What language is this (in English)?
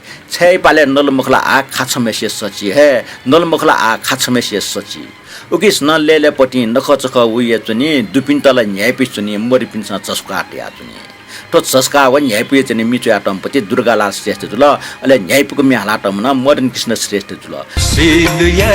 Newari